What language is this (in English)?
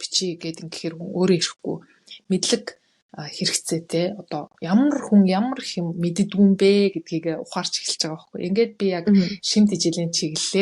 Mongolian